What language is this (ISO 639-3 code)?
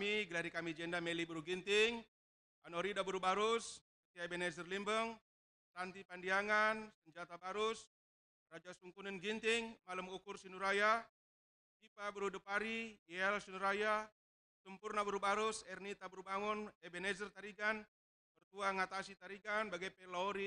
btx